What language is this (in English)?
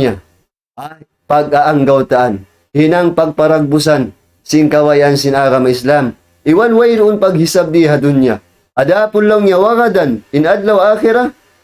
Tausug